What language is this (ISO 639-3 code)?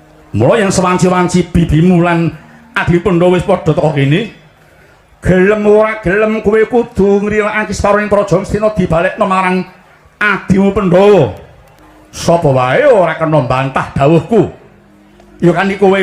jav